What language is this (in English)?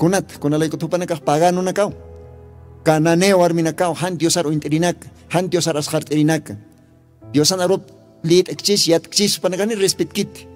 Aymara